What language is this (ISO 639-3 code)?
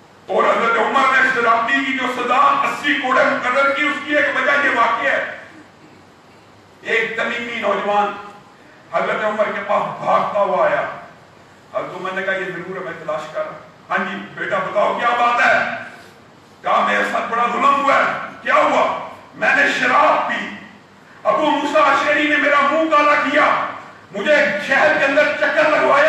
urd